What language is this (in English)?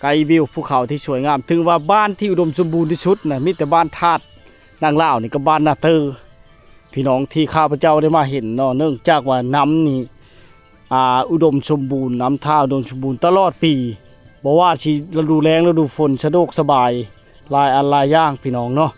Lao